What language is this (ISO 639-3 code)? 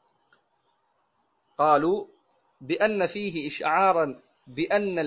mal